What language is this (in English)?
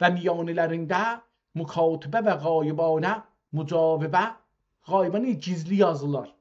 South Azerbaijani